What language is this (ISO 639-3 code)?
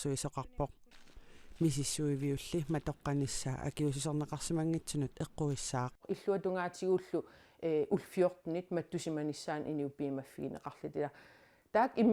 kal